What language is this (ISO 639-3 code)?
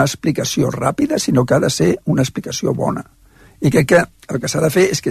cat